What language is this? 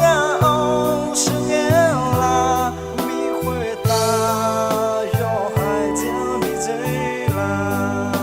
Akha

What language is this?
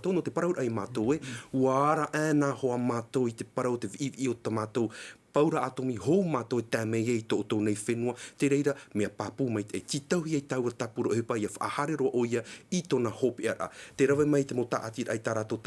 Tahitian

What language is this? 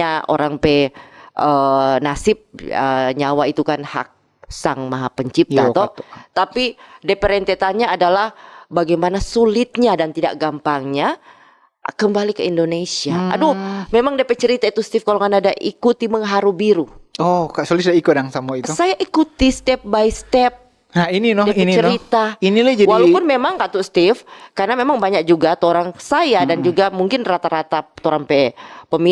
Manado Malay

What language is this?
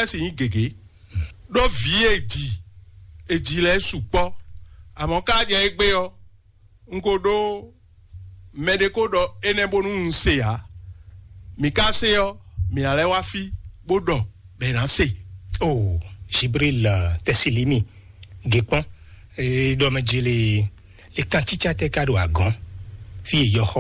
Fon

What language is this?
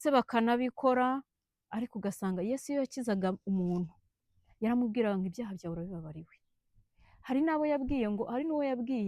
Kinyarwanda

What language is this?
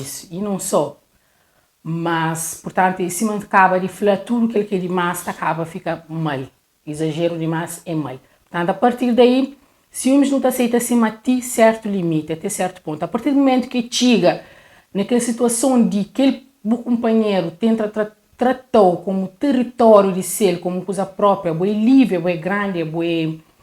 Kabuverdianu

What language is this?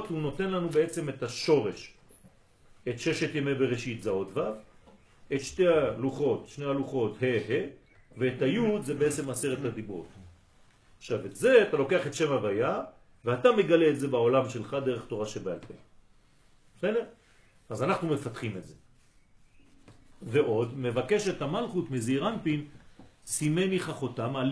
Hebrew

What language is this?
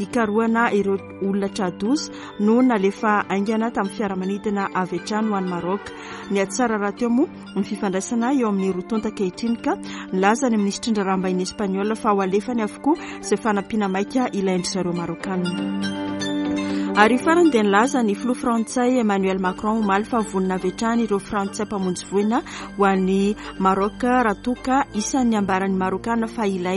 Malagasy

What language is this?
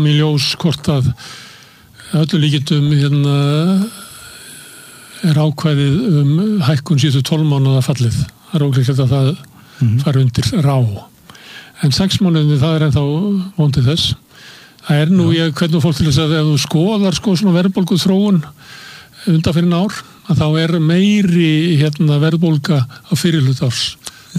Icelandic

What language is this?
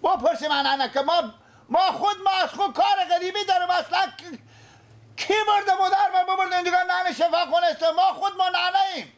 Persian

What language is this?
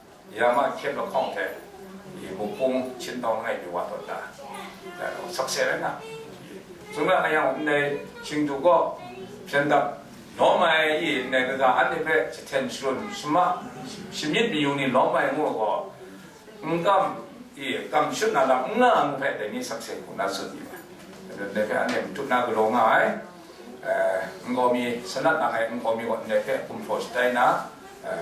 Kachin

